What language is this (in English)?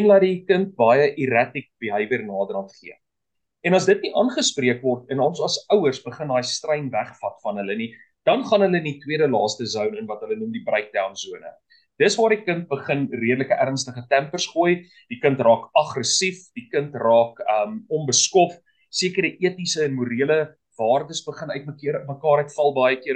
Afrikaans